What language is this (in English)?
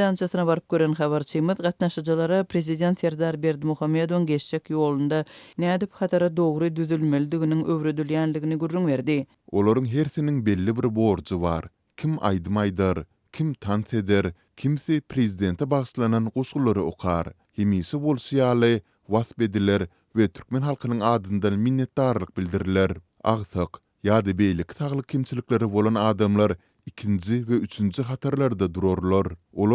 Turkmen